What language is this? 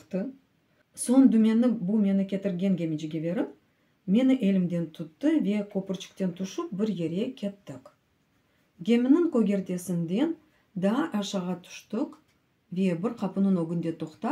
Crimean Tatar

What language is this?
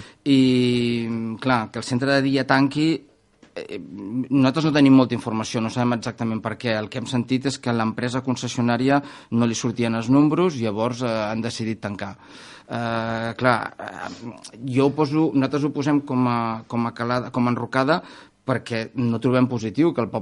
Catalan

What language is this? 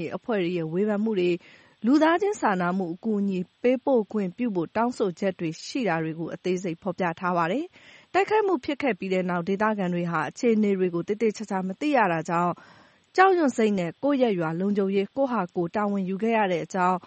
Burmese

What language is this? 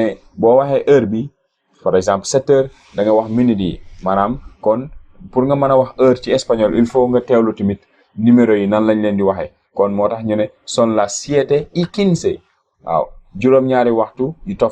Wolof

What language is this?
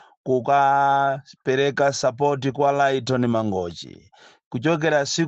Nyanja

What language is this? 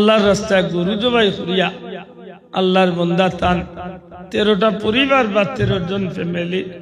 Sylheti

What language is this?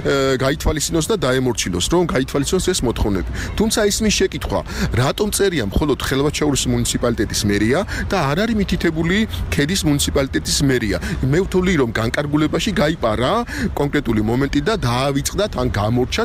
Georgian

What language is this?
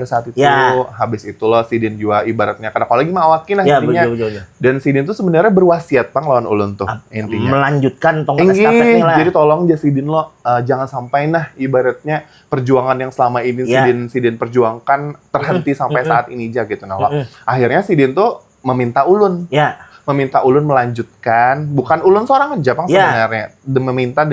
Banjar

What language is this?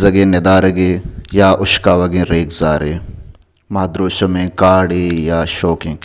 Baluchi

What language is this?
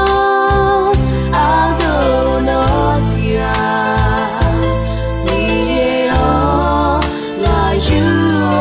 Akha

